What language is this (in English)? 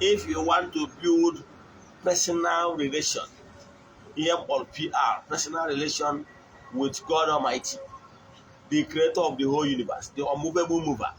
Igbo